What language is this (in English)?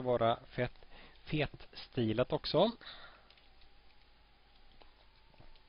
Swedish